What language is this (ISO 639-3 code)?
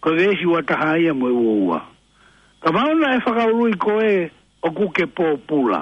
ton